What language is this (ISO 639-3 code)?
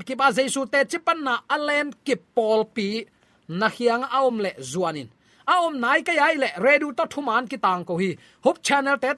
ctd